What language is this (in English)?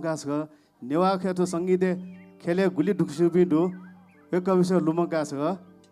Newari